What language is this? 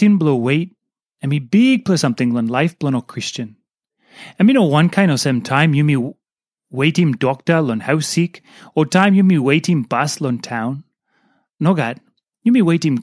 Tok Pisin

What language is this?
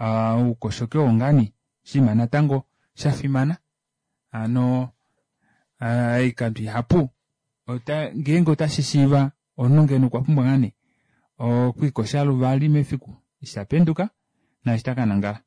Kuanyama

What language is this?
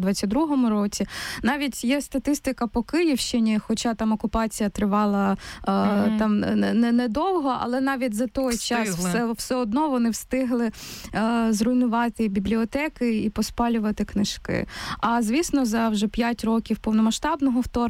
Ukrainian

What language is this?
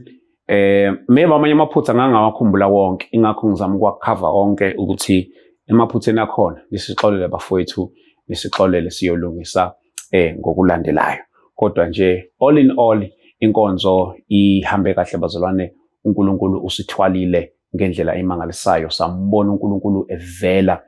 Zulu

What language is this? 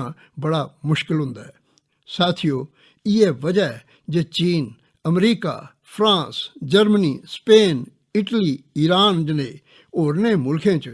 Dogri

